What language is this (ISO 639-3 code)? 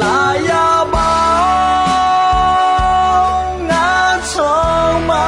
ahk